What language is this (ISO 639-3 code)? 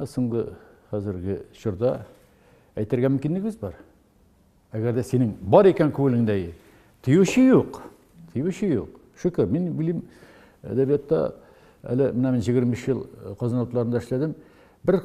tat